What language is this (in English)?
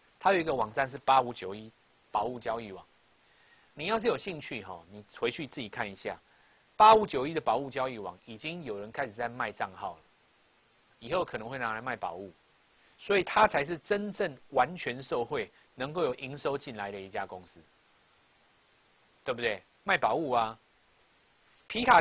Chinese